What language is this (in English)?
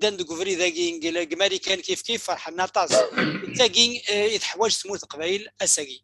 Kabyle